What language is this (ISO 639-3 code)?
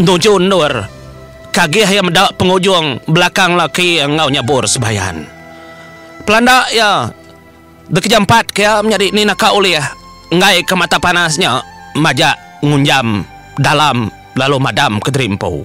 iba